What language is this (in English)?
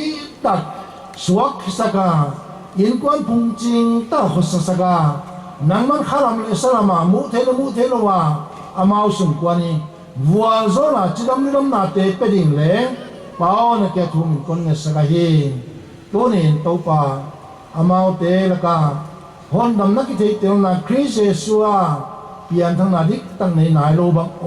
Paite Chin